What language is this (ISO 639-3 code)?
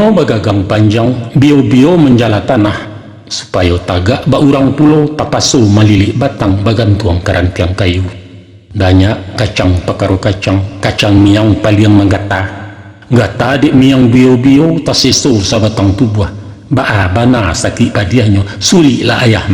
min